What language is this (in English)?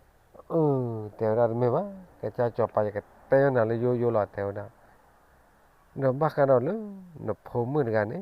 S'gaw Karen